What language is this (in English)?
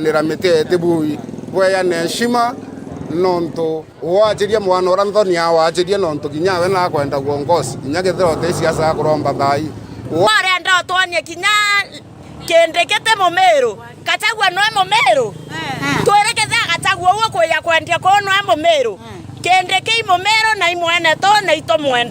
Meru